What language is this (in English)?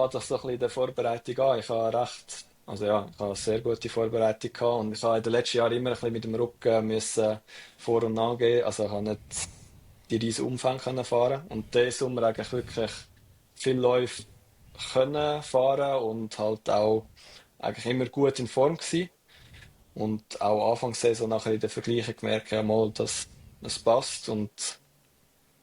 Swiss German